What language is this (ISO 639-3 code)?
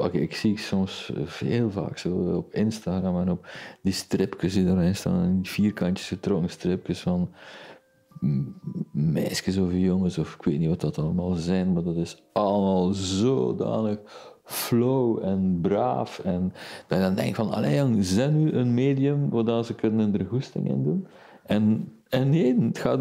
nld